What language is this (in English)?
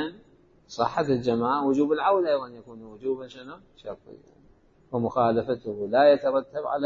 Mesopotamian Arabic